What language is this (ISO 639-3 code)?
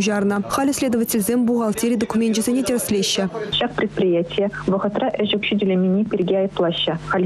chv